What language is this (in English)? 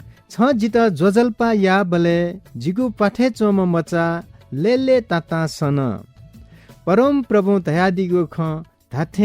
Newari